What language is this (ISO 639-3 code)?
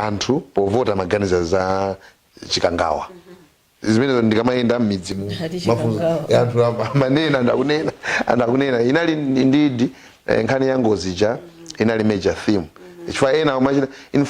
nya